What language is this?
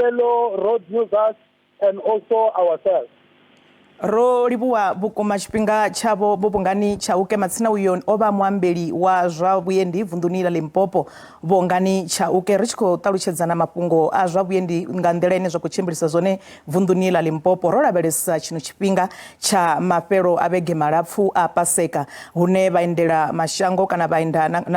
Venda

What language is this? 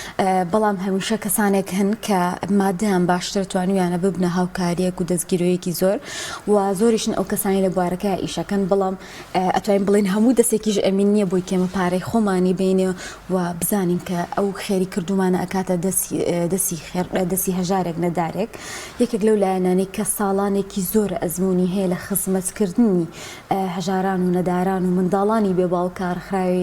Central Kurdish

